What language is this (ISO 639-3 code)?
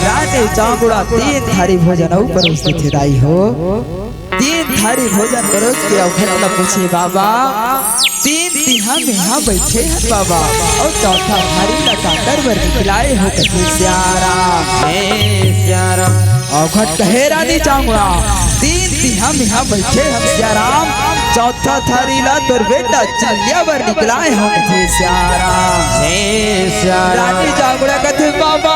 hne